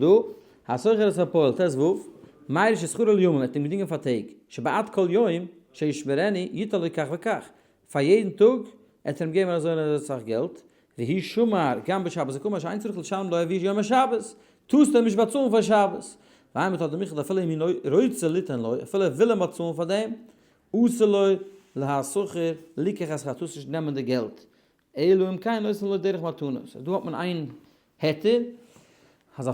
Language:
Yiddish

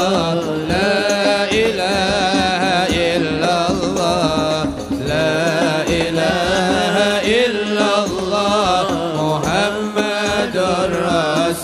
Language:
Arabic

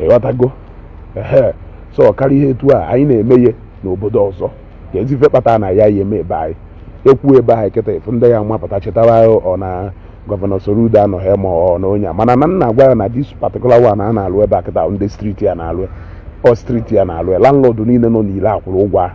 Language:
Igbo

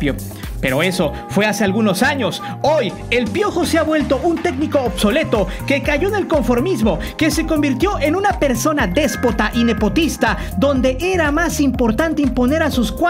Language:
Spanish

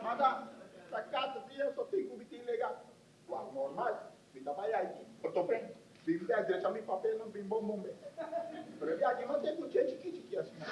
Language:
Papiamento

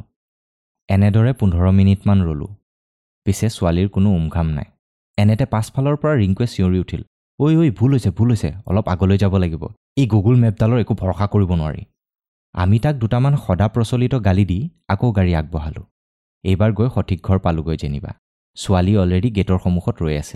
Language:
Assamese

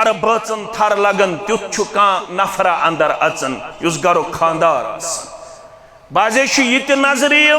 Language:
Kashmiri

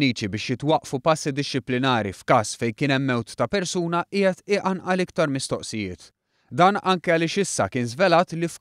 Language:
Maltese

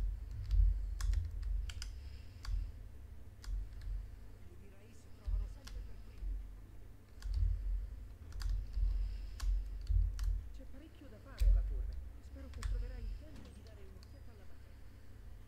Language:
Italian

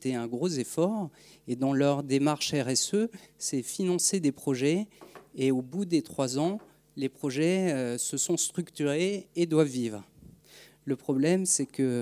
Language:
French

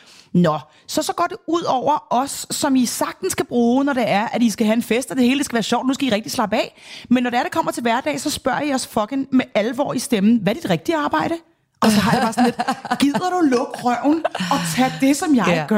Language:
Danish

